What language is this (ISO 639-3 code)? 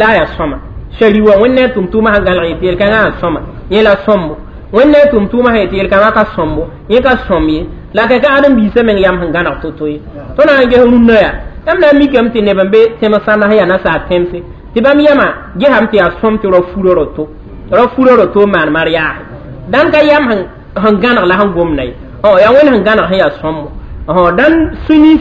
mos